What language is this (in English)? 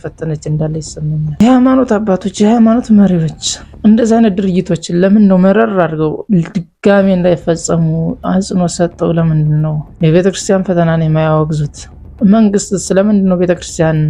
Amharic